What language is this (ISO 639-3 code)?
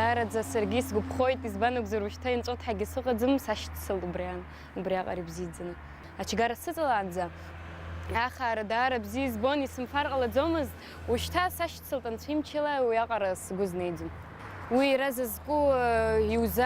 abk